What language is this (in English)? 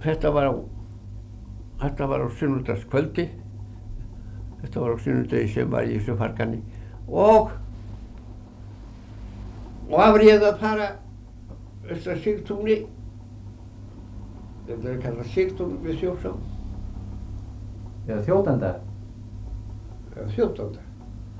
Icelandic